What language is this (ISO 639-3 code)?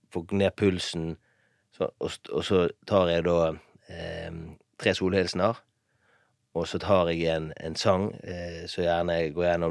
nor